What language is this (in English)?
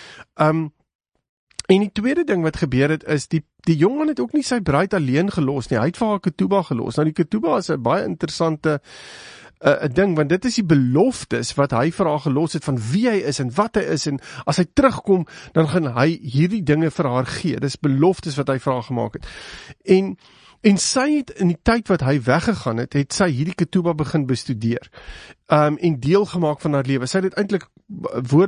Afrikaans